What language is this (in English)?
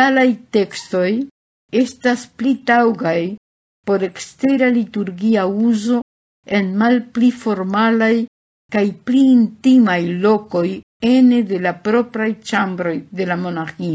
Esperanto